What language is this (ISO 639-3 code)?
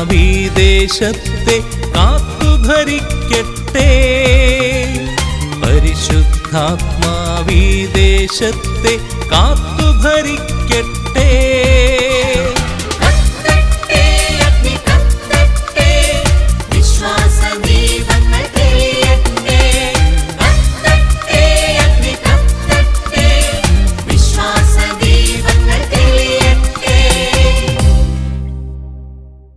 mal